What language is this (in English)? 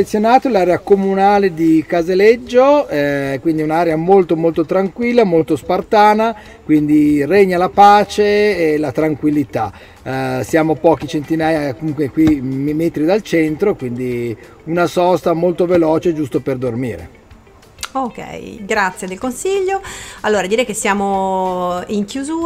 Italian